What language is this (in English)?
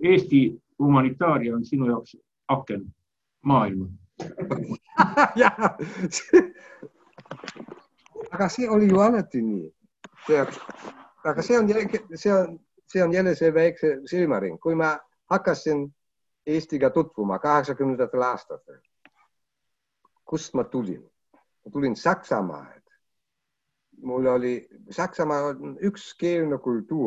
Estonian